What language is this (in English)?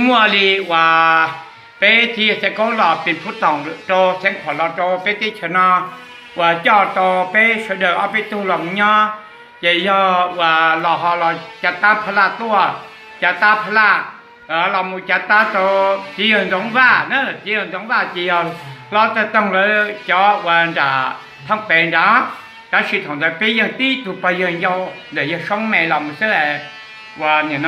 Hmong